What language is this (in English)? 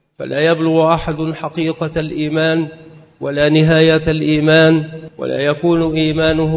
Arabic